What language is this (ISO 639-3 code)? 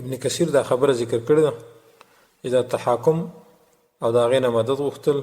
pus